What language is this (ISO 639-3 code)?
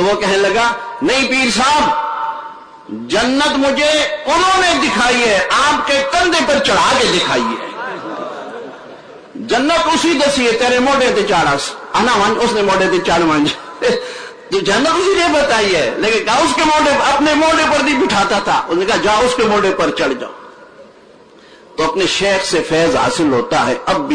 urd